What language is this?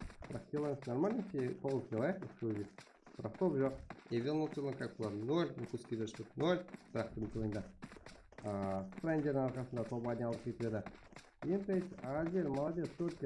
Kara-Kalpak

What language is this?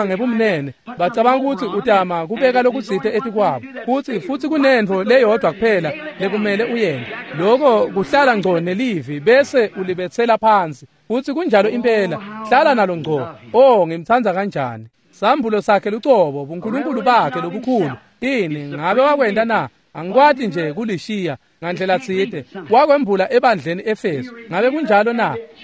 Swati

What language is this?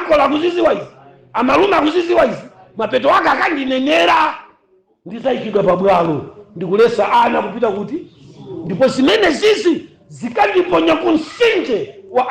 Nyanja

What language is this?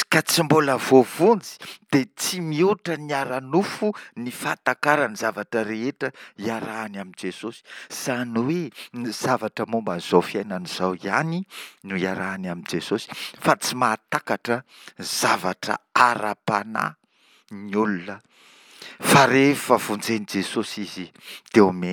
Malagasy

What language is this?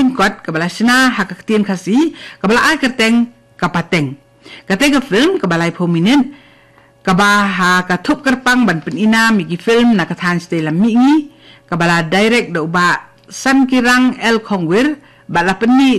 Khasi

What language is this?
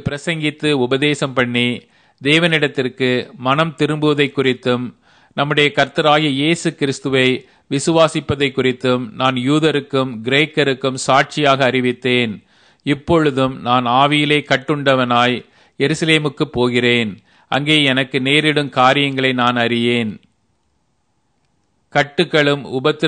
Tamil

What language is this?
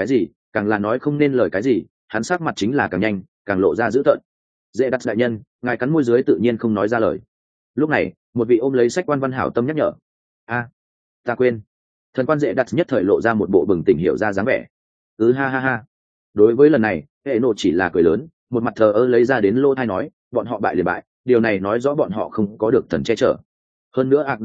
Vietnamese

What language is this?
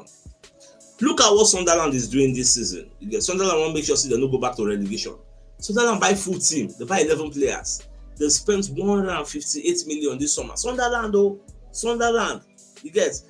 Nigerian Pidgin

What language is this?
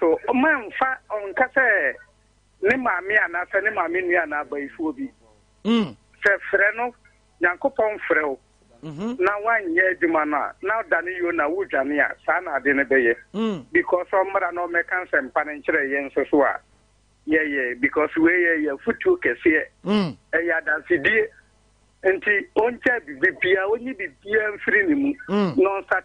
Akan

